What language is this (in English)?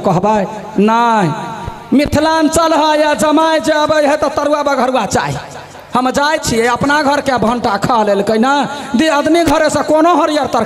Maithili